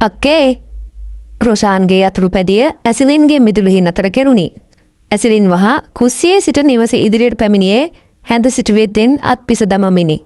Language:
Sinhala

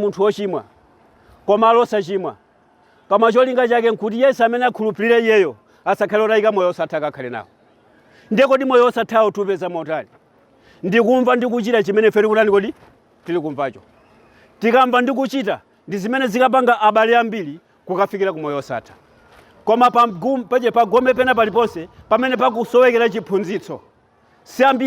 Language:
Nyanja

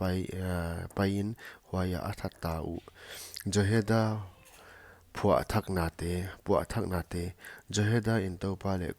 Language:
Paite Chin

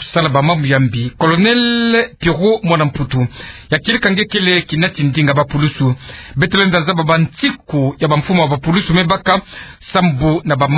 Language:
Kituba (Democratic Republic of Congo)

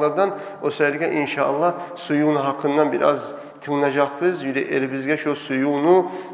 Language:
Kumyk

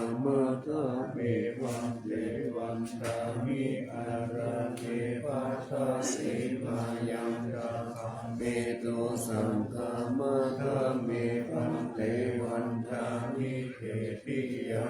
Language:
Pali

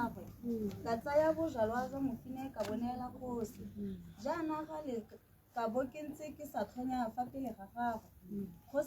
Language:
Tswana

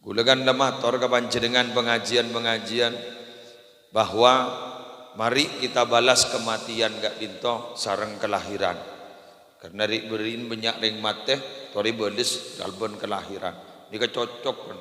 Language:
Madurese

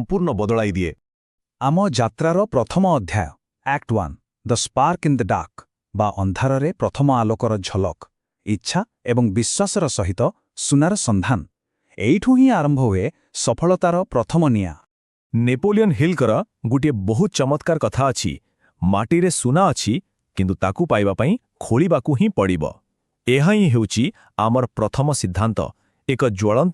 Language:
Odia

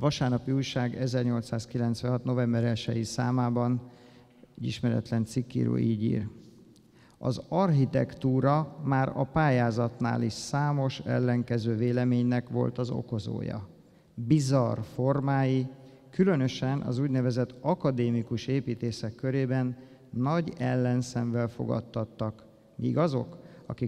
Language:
Hungarian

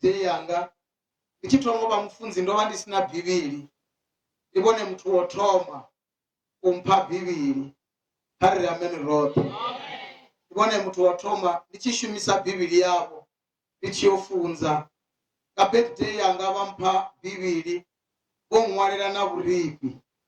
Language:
Venda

